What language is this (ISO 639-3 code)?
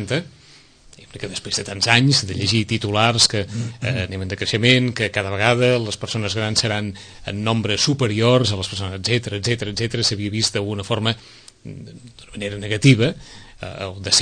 cat